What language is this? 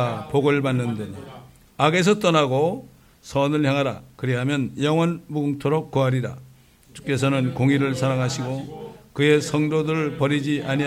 Korean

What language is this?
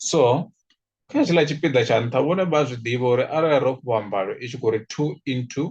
Venda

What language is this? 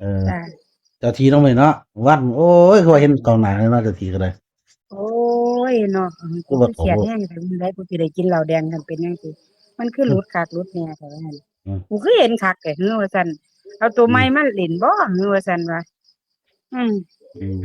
Northeastern Thai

